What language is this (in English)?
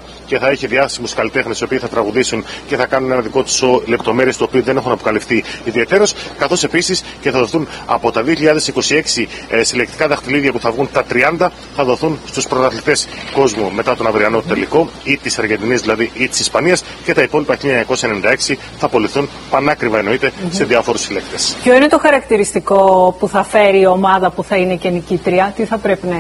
Greek